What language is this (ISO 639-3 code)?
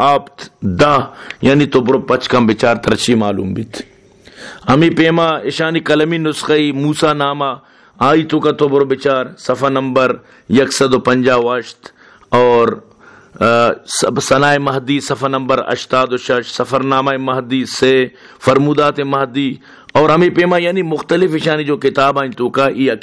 bal